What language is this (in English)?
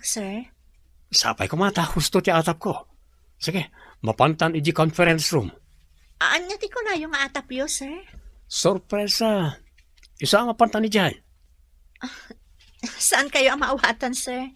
Iloko